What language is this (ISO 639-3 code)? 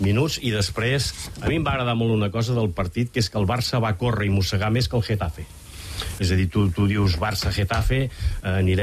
cat